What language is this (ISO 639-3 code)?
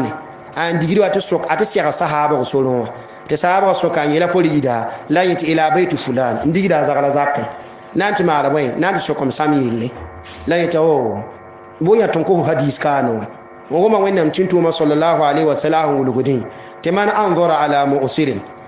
mos